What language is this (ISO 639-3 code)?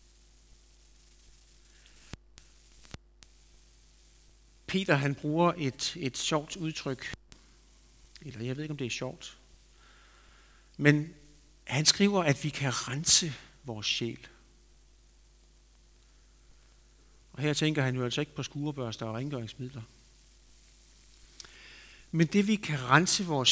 dan